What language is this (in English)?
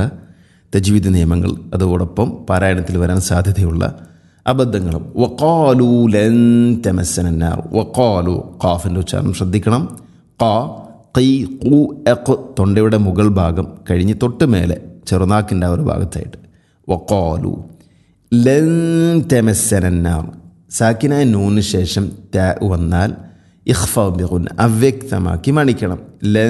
Malayalam